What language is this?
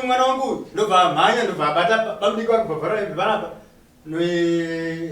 Shona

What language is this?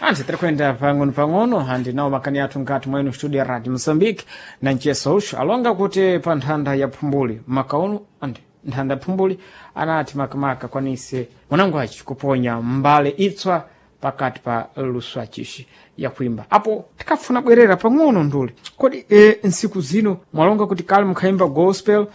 Sena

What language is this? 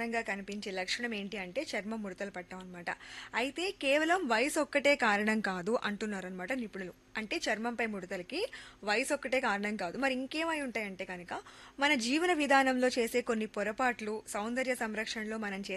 Telugu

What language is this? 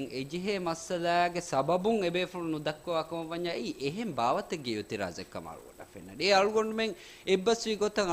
Divehi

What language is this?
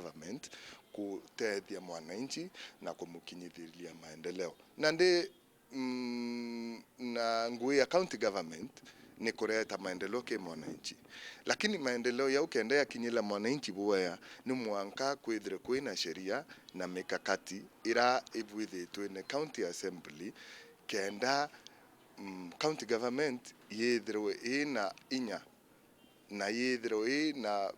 Meru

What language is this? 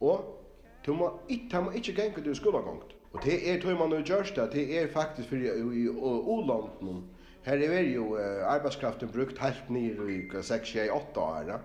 Faroese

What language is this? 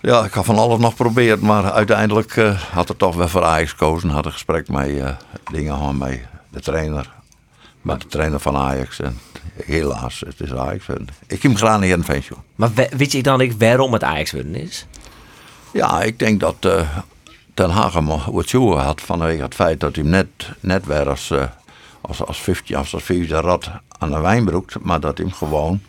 Western Frisian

